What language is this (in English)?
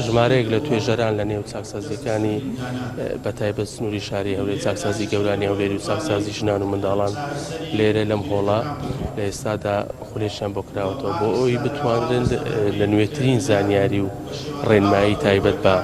Central Kurdish